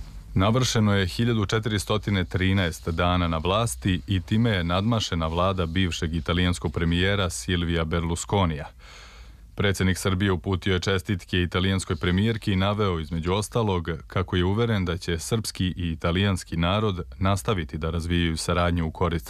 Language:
Serbian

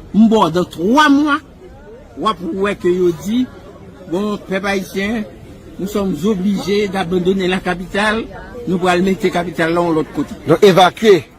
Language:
Haitian Creole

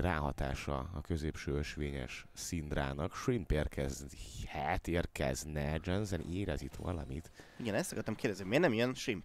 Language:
Hungarian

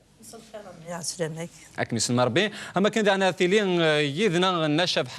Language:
Kabyle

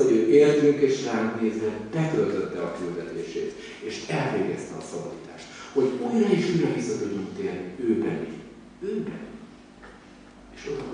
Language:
Hungarian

